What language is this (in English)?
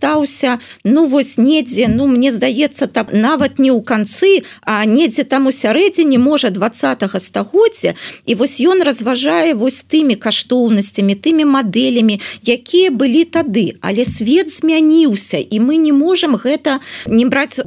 Belarusian